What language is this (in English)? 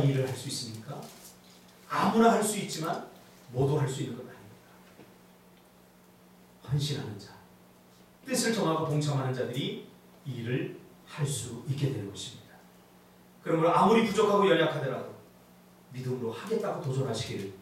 Korean